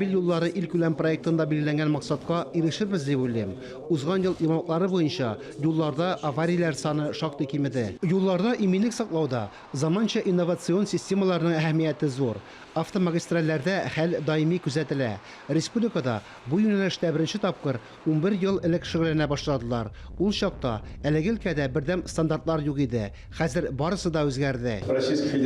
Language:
Tatar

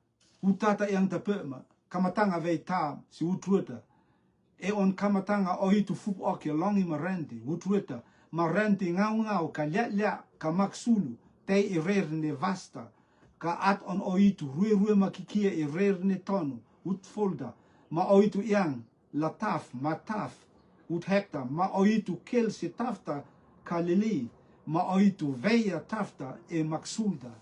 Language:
Rotuman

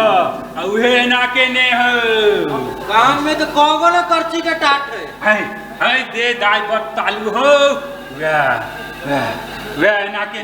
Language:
Maithili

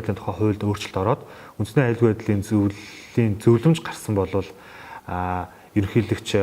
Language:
Mongolian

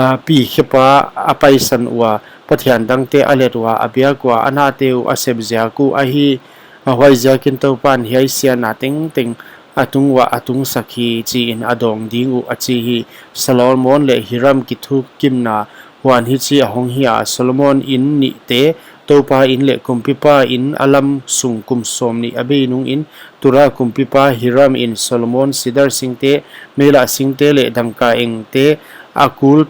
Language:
Paite Chin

